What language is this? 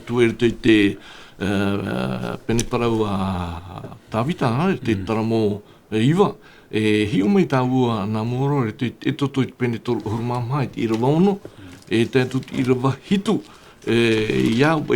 Tahitian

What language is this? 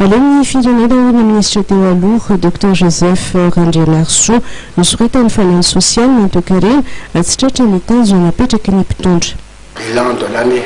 Malagasy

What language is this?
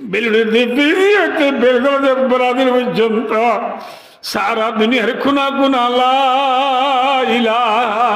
Rohingya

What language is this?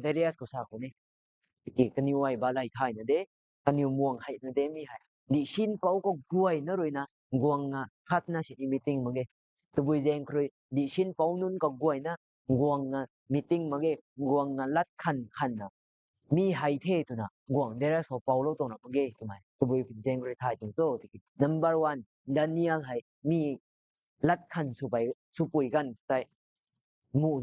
Rongmei Naga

